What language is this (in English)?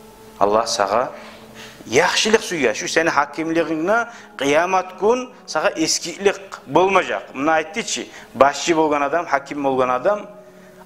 Kumyk